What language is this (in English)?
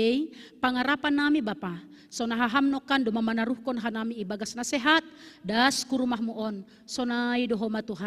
Batak Simalungun